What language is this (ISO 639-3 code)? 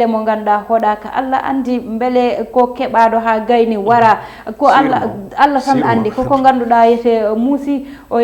ful